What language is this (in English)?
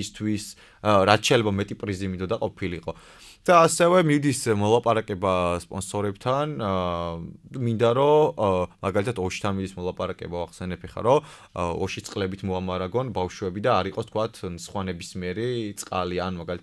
Georgian